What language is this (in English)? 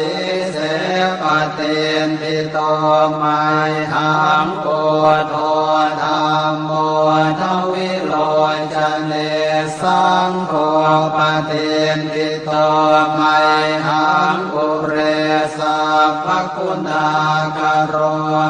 Pali